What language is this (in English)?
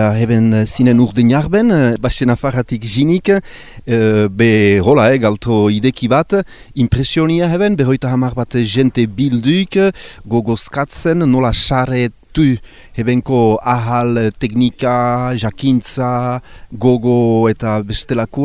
Basque